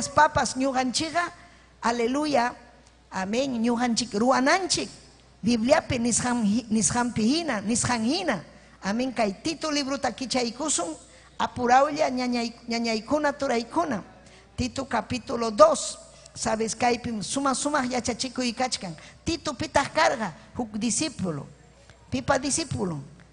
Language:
Ayacucho Quechua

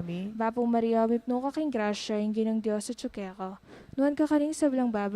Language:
Pampanga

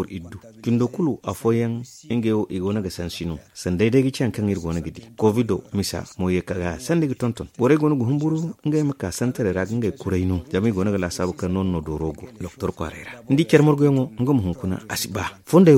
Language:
Zarma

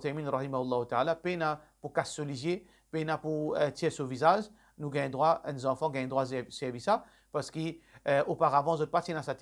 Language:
Morisyen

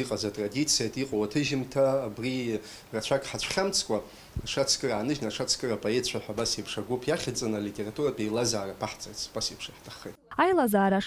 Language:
Abkhazian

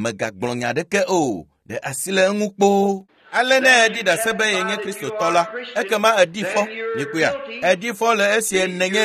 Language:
Ewe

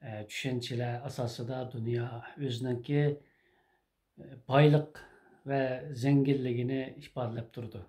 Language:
Uyghur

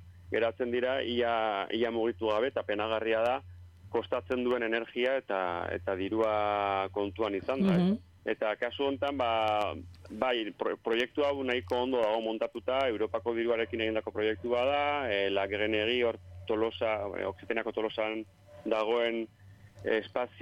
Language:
Basque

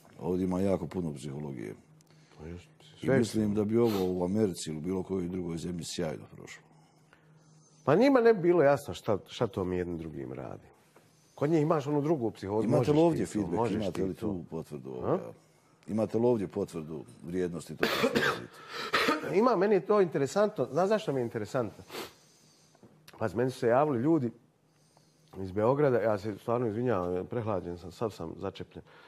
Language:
Bosnian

